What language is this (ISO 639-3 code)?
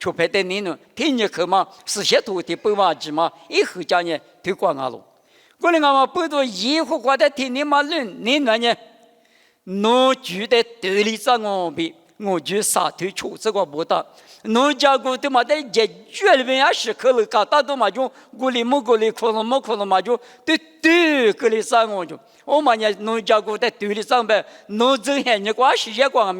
lis